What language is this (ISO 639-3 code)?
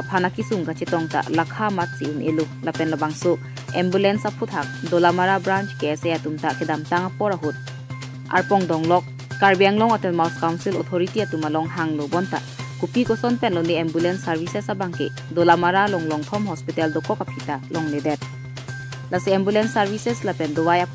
mjw